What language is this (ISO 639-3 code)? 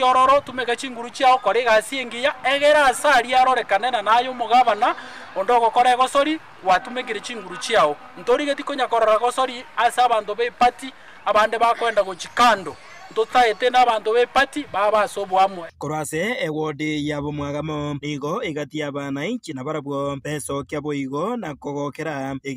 guz